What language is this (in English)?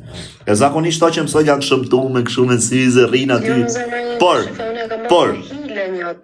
Albanian